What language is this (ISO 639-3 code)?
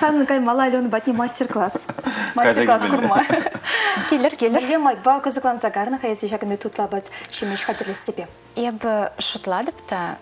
chv